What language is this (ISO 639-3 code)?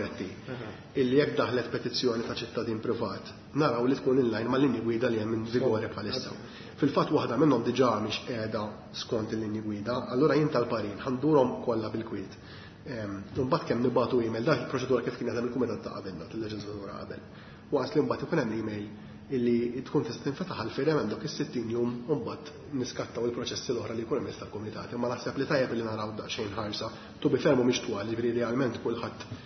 mlt